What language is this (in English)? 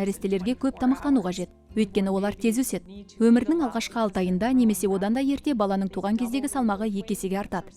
Kazakh